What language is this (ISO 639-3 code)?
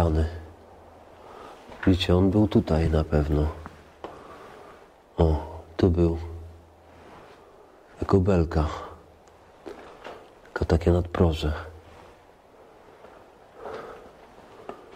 pol